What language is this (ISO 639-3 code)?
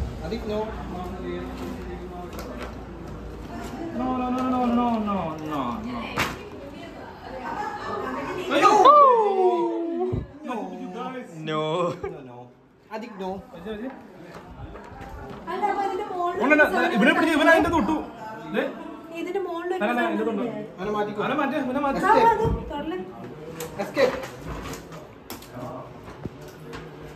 mal